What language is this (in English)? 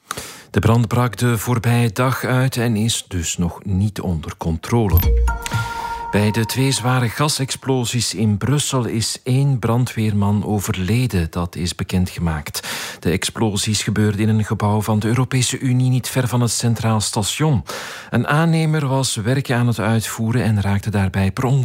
Dutch